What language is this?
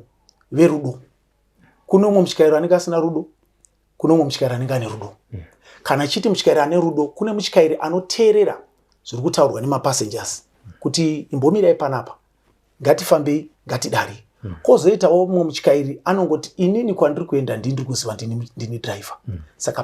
Shona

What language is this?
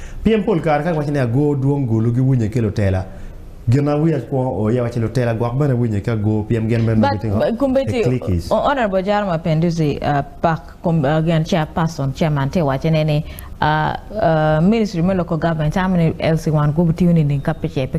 Acoli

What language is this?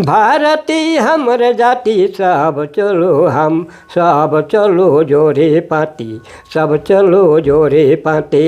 Sadri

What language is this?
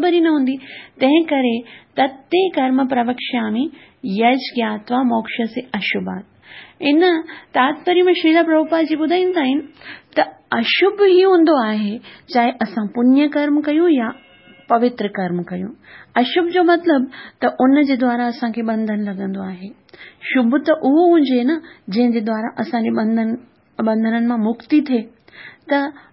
Sindhi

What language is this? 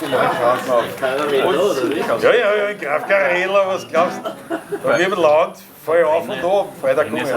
Bavarian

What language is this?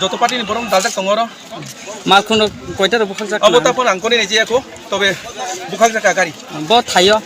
Kok Borok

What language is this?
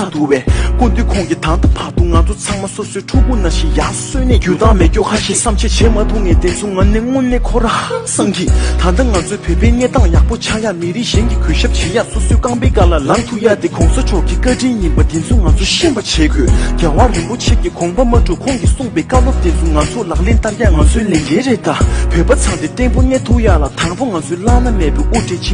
Tibetan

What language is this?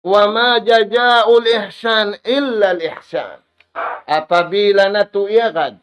Tausug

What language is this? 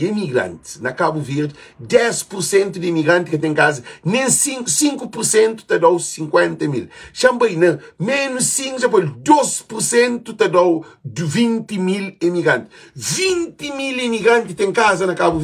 Kabuverdianu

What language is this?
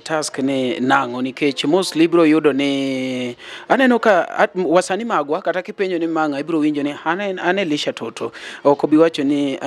Luo (Kenya and Tanzania)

